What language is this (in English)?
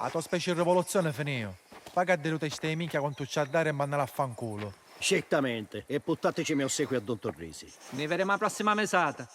Sicilian